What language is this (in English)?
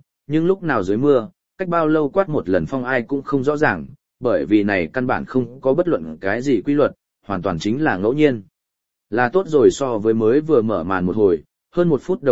Vietnamese